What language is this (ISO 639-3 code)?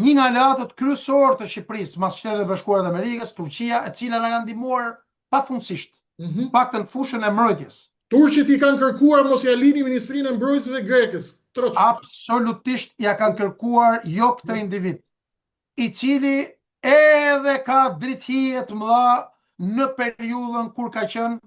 sqi